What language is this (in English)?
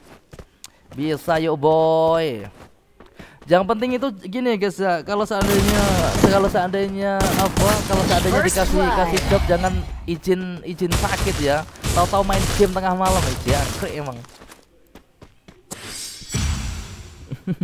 Indonesian